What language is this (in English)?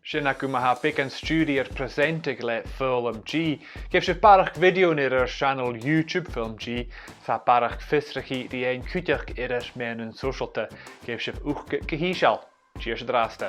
Scottish Gaelic